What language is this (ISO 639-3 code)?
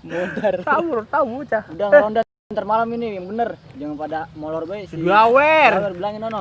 bew